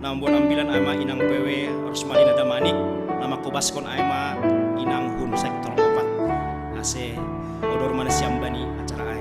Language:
Batak Simalungun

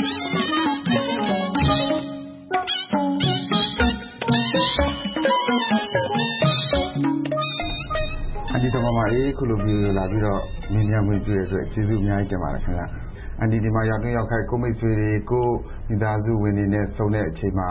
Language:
Burmese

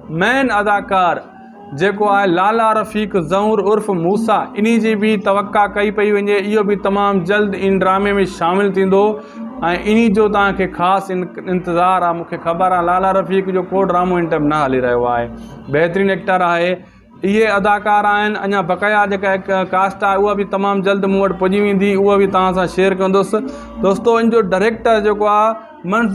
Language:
Sindhi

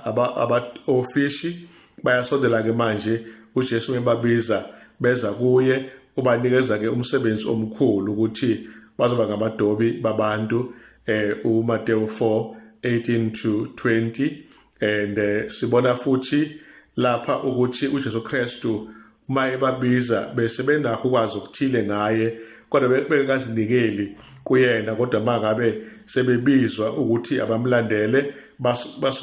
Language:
Zulu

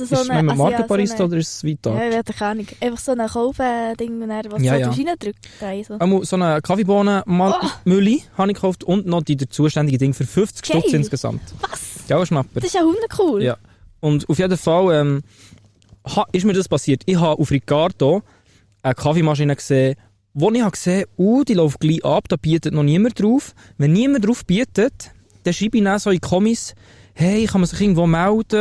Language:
Swiss German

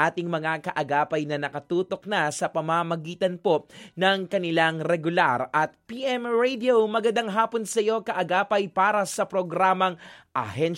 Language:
Filipino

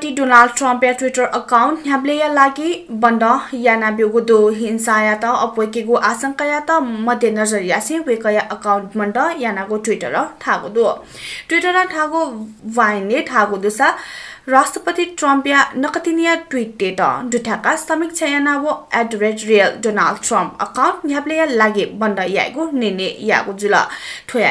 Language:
Newari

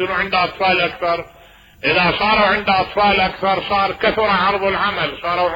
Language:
Mesopotamian Arabic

